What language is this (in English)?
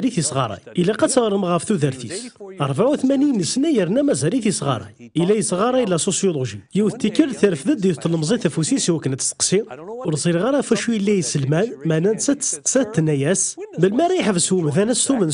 Kabyle